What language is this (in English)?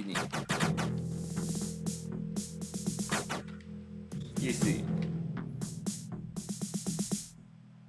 Hungarian